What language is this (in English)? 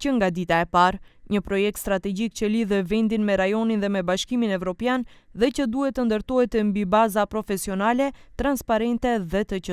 Albanian